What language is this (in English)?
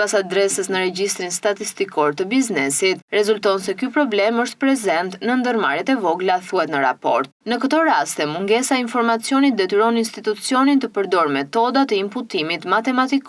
Albanian